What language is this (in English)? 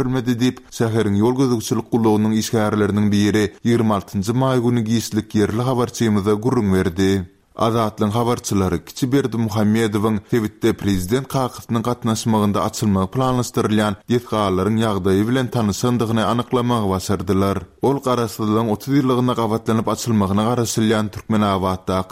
Turkmen